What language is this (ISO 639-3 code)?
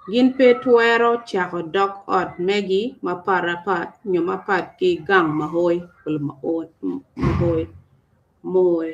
ach